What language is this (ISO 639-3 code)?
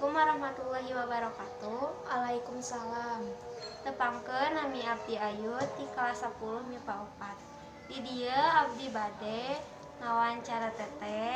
sun